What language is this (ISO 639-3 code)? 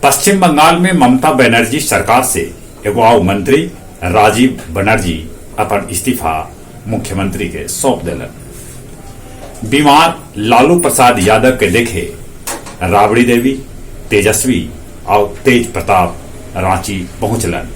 mag